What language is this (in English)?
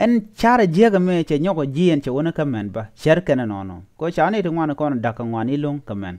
Nuer